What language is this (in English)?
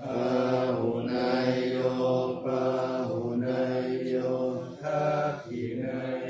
Pali